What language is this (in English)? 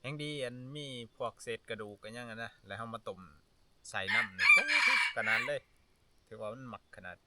Northeastern Thai